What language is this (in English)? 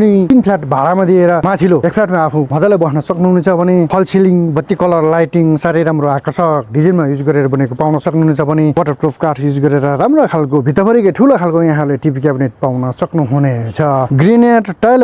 Nepali